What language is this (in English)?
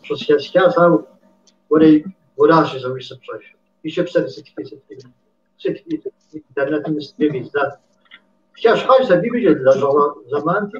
Kabardian